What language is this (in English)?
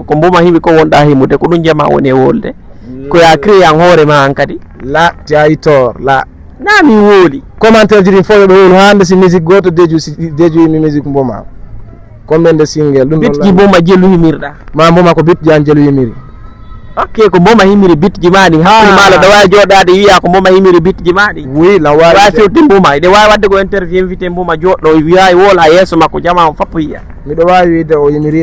Fula